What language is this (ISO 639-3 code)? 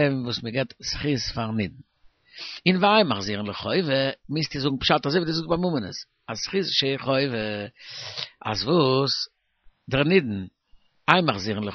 yid